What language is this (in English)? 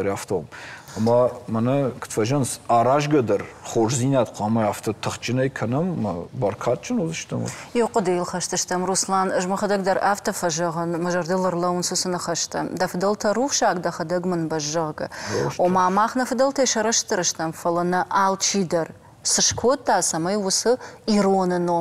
Ossetic